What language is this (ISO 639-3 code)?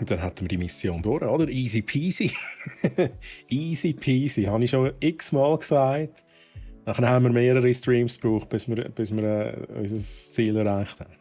gsw